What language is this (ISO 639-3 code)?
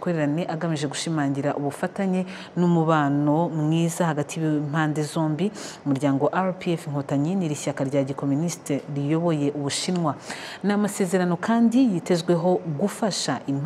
kin